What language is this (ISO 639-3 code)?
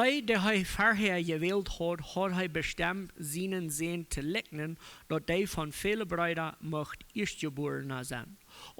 pdt